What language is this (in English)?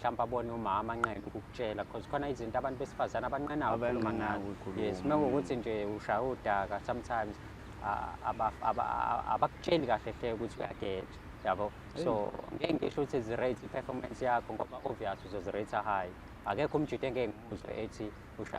Zulu